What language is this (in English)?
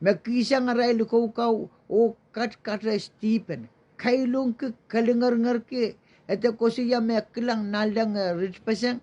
Pohnpeian